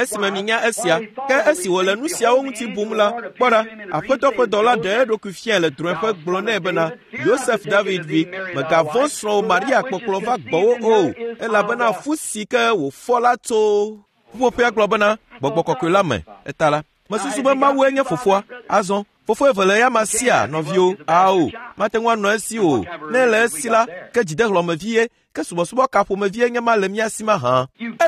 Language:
Ewe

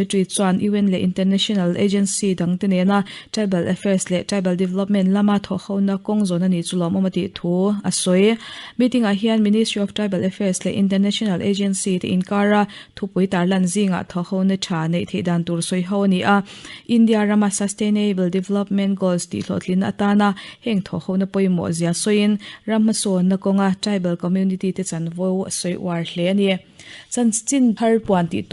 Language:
Mizo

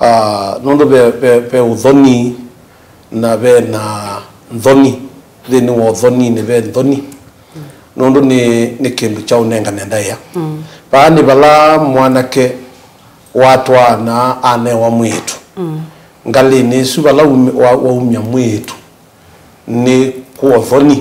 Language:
Kamba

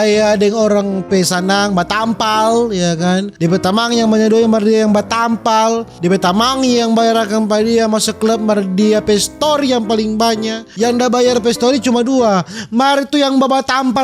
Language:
Manado Malay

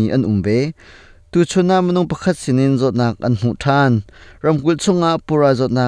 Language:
Hakha Chin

